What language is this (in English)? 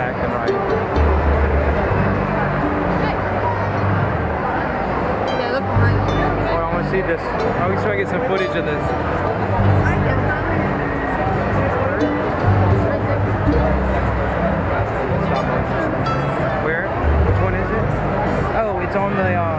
English